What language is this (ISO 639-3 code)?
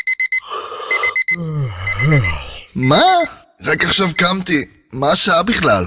heb